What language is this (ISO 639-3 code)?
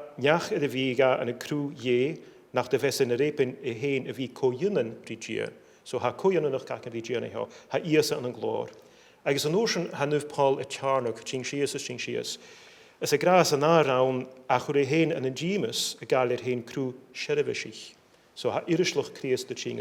gla